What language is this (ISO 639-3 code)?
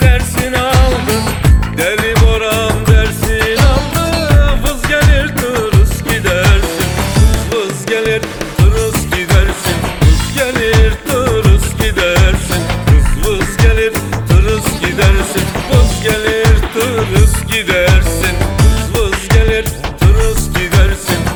tur